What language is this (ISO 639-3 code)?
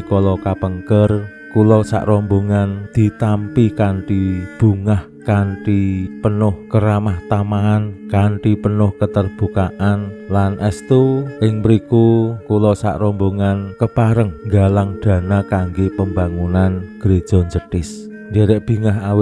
jav